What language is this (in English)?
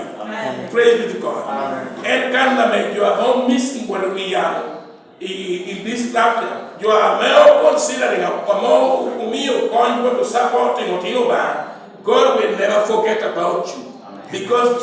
Lango (Uganda)